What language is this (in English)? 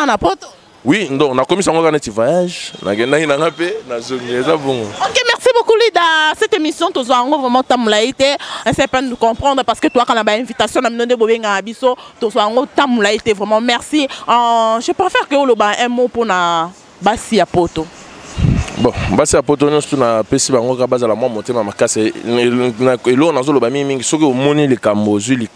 Lingala